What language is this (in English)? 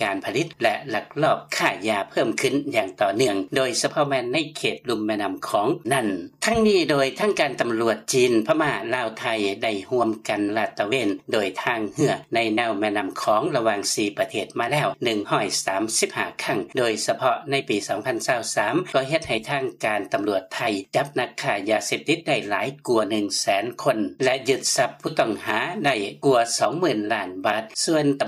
Lao